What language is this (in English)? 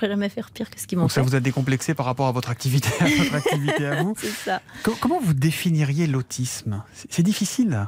French